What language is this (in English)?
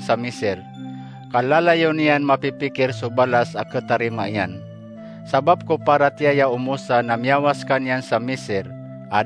Maranao